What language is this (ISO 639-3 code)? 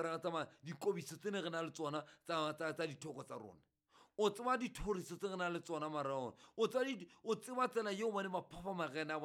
sot